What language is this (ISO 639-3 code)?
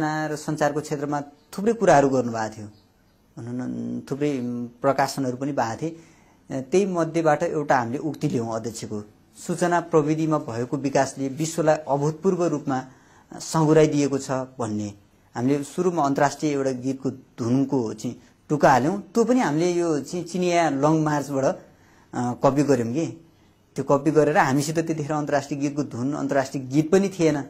nep